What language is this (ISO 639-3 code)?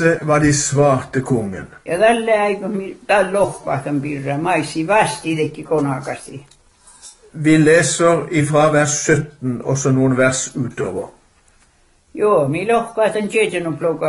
nor